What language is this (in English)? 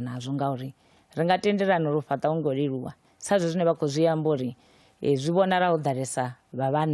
Venda